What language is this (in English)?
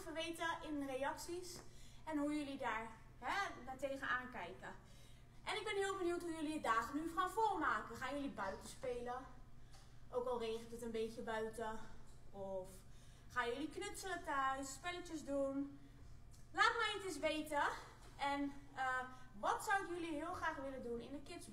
Dutch